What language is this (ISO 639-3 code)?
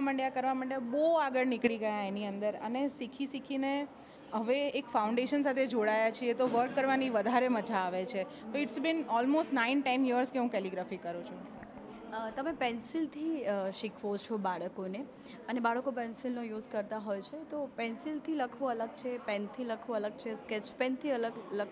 guj